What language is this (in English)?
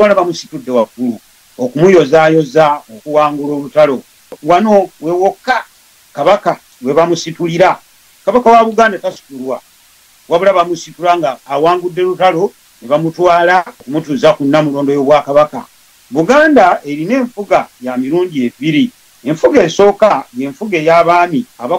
Ganda